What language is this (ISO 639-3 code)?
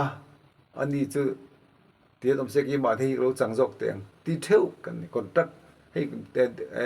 lus